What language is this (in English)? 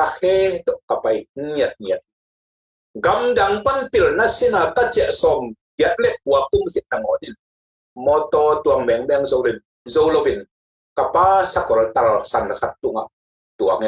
Tedim Chin